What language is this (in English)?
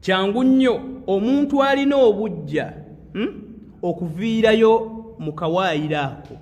Ganda